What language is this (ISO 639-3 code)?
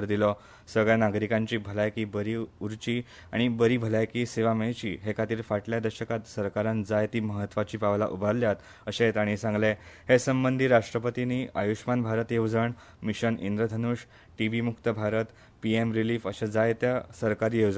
kok